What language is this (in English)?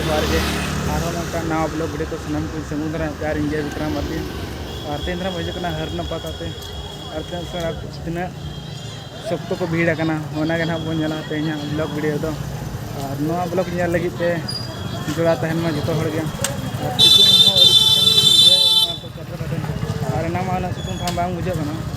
Santali